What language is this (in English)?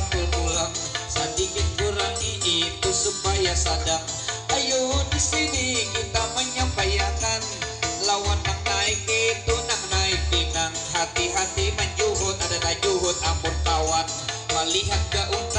Banjar